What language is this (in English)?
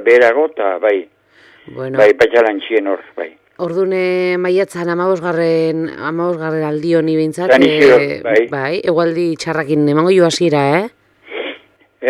Basque